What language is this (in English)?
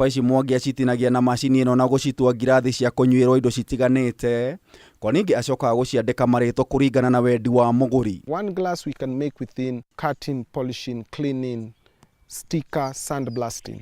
Kikuyu